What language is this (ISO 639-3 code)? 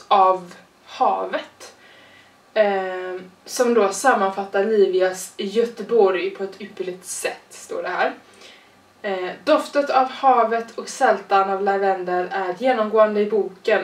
swe